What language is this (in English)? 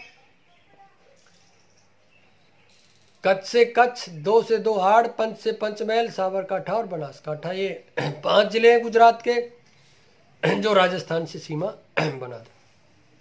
Hindi